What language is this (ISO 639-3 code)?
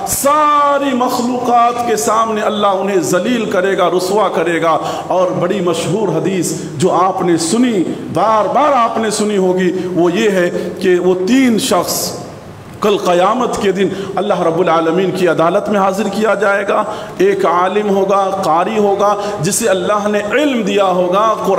urd